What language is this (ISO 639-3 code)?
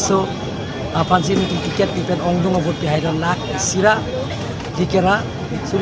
mjw